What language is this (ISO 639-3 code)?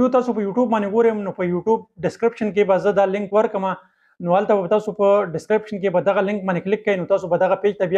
pus